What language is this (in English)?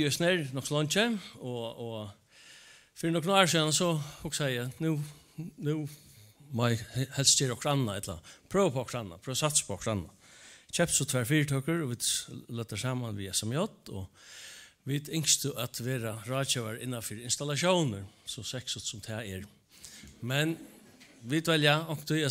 Faroese